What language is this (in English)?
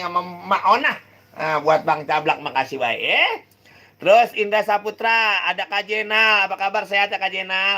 Betawi